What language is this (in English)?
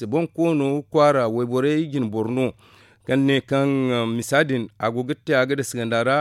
Zarma